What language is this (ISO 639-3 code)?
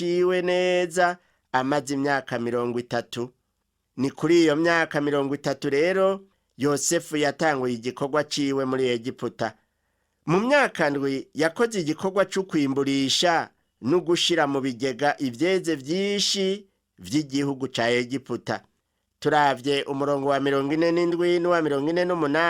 run